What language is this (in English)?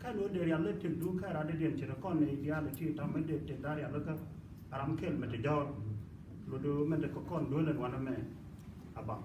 Nuer